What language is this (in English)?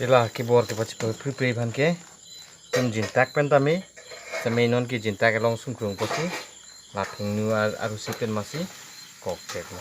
Karbi